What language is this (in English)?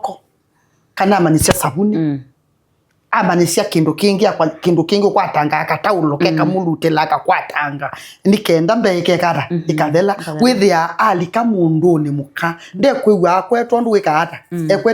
Kamba